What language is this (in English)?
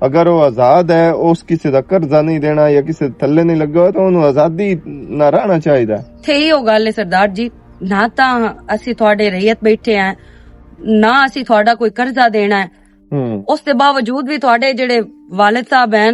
Western Panjabi